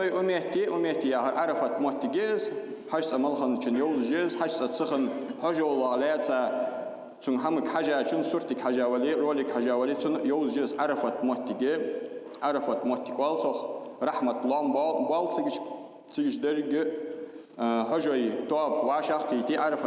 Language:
Ingush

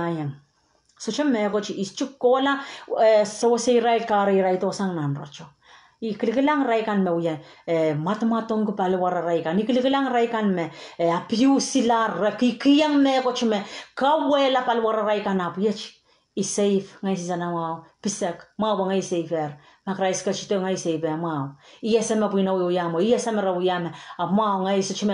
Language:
Pohnpeian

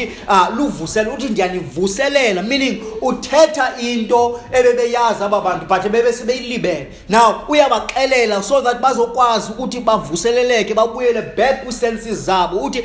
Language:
Xhosa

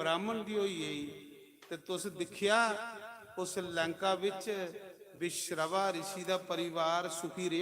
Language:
Dogri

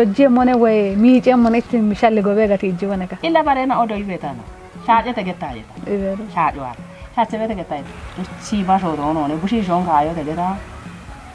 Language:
Kafa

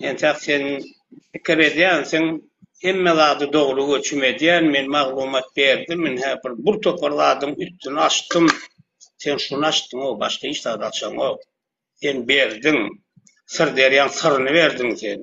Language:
Turkmen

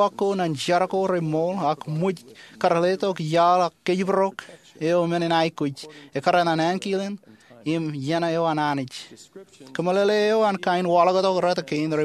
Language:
Marshallese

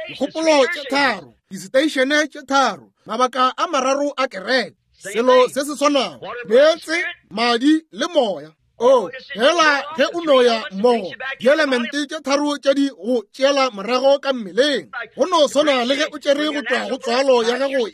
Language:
Northern Sotho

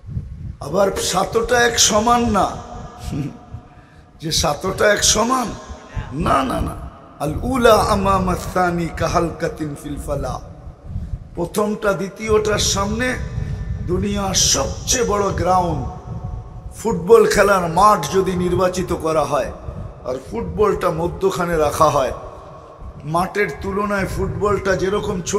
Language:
Bangla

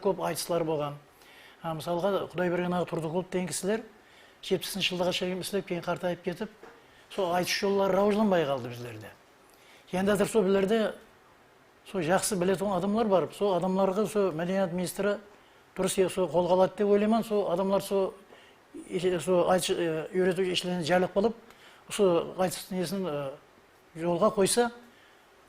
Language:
Kara-Kalpak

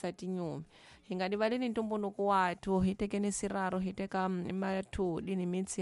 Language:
Tsonga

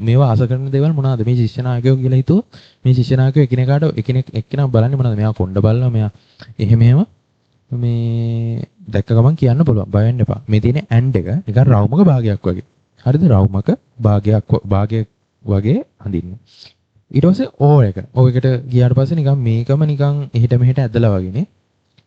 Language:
Sinhala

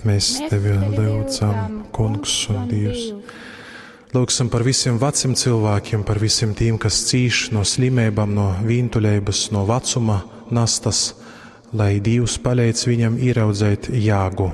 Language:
Latgalian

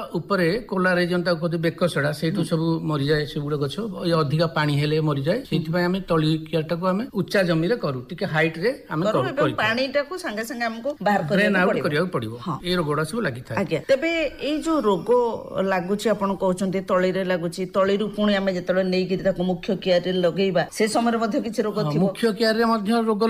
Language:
Odia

